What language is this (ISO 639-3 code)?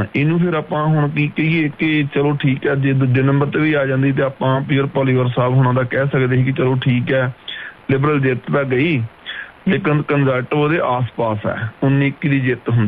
pan